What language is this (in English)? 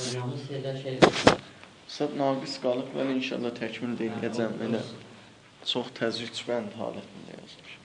South Azerbaijani